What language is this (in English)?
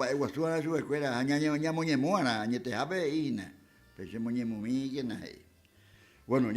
Guarani